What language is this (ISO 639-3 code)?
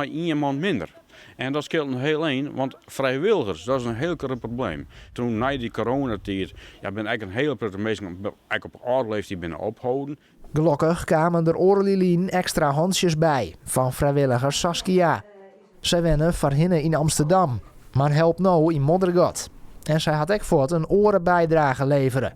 fry